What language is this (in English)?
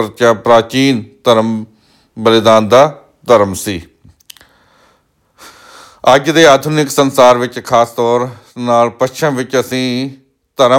Punjabi